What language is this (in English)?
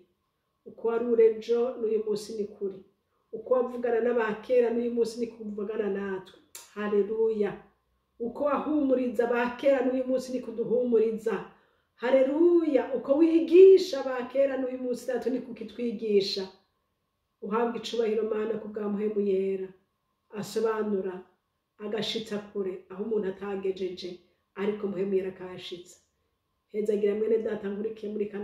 Rundi